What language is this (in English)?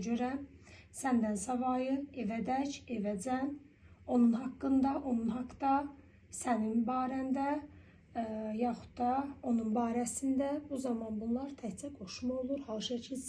Azerbaijani